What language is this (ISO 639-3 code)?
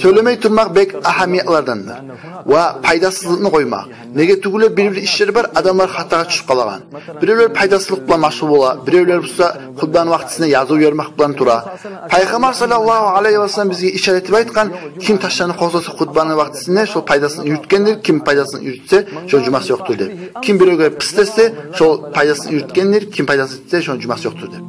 kum